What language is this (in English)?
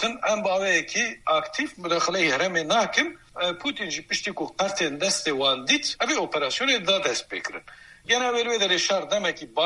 Kurdish